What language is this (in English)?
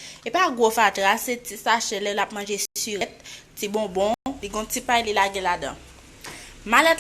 Haitian Creole